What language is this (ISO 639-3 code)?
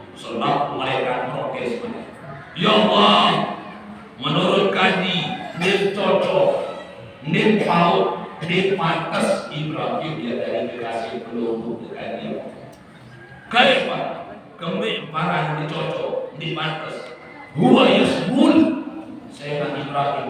sas